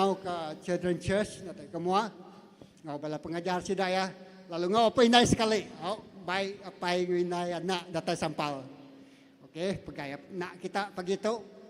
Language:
Iban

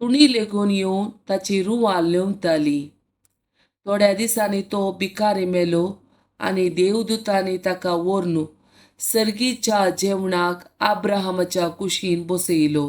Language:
Konkani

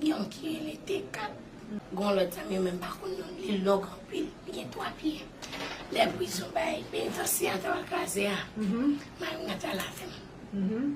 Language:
Haitian Creole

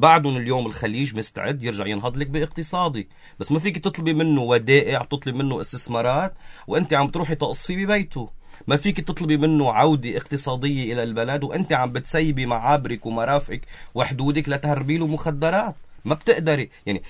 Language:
North Levantine Arabic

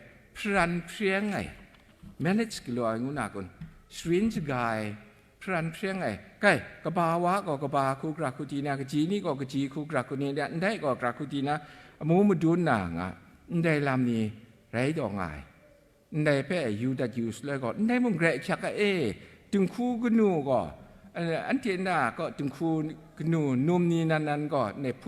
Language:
Kachin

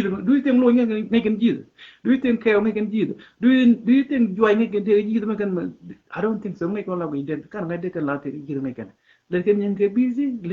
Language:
Nuer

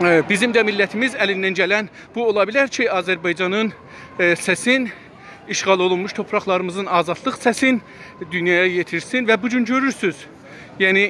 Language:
South Azerbaijani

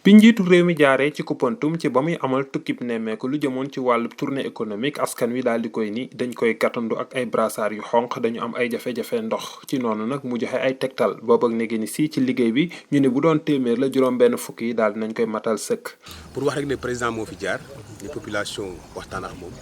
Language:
Wolof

